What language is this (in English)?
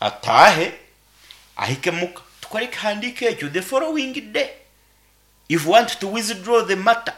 Nyankole